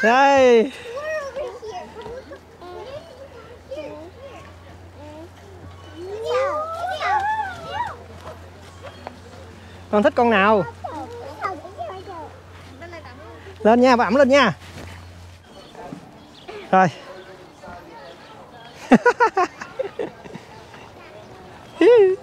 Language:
Vietnamese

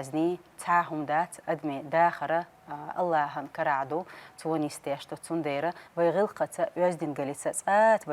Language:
Chechen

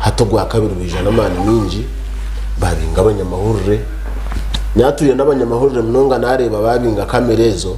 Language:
Nyankole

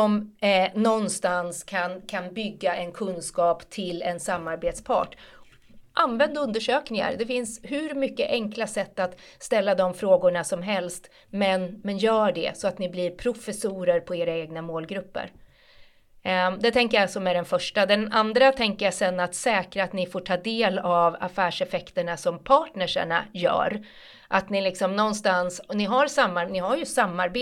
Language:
Swedish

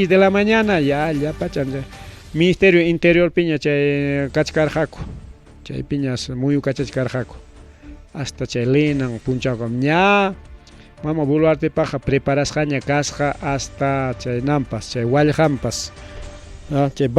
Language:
Ayacucho Quechua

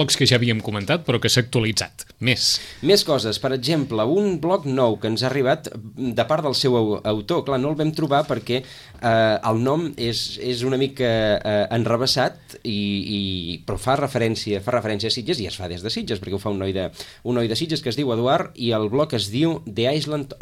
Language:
Catalan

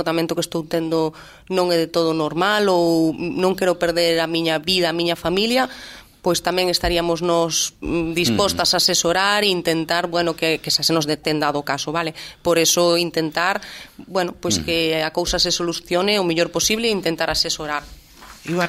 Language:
Galician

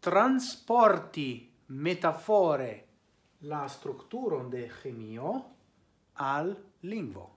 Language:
Esperanto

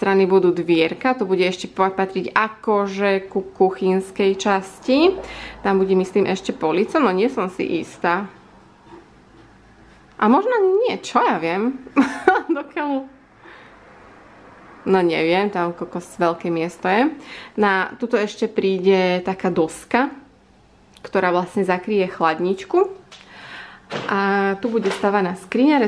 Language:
Slovak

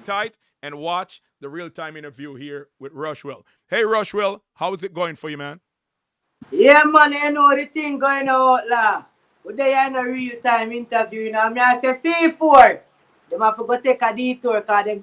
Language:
Jamaican Creole English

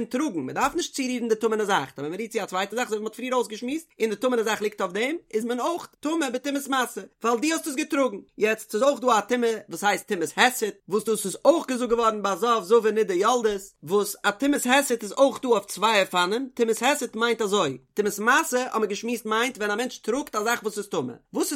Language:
Yiddish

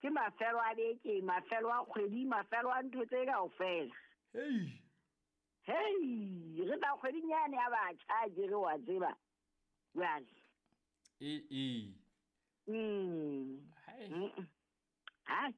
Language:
Southern Sotho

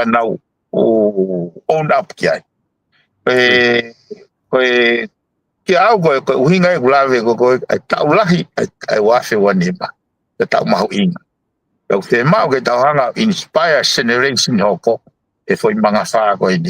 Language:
Tongan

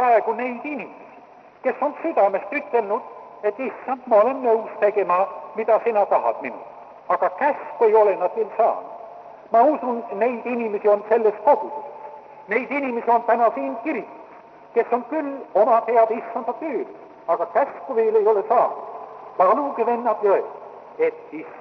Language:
Estonian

